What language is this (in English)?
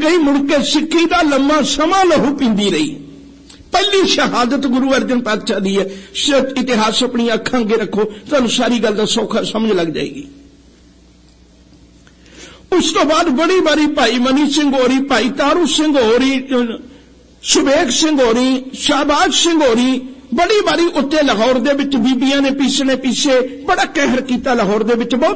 Punjabi